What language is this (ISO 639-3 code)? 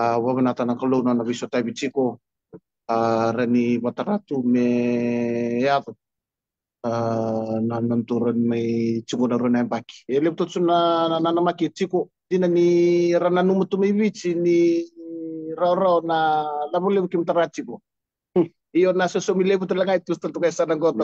fij